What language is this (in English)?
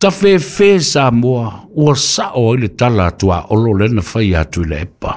Samoan